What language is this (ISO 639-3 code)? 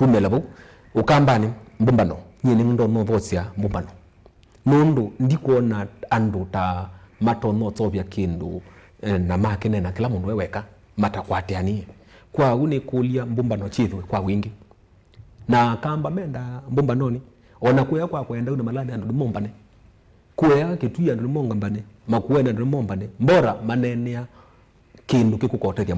kam